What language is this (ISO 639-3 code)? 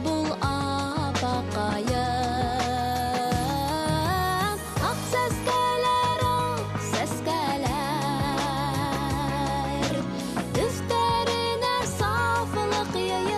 bak